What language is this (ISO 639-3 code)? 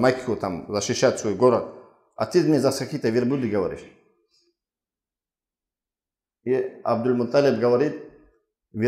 rus